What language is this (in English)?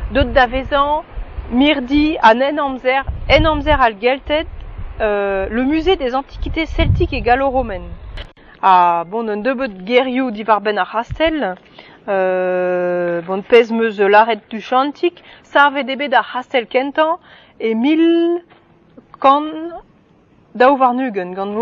Breton